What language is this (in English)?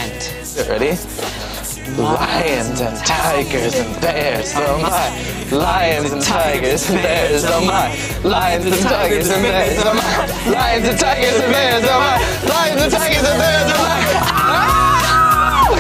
English